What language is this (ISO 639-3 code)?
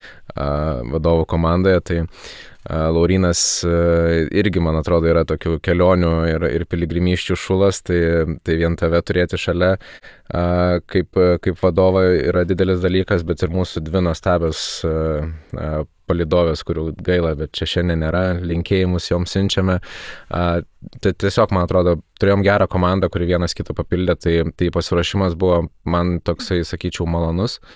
lit